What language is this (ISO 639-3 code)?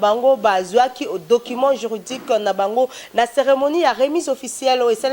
lin